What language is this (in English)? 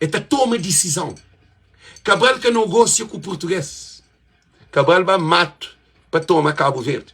Kabuverdianu